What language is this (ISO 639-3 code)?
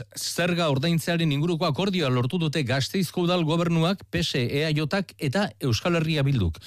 eus